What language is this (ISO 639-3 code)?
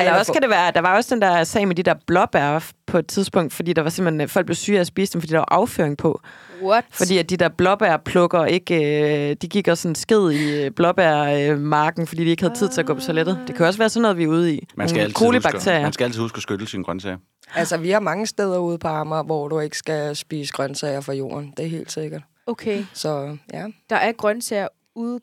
dan